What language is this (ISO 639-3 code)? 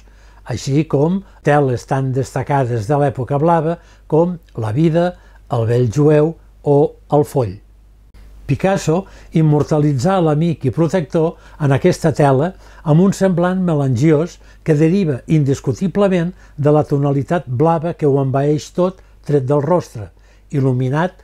cat